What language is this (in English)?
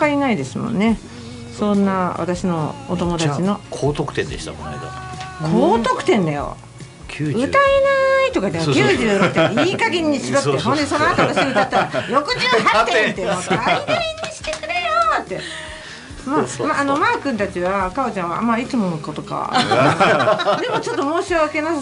Japanese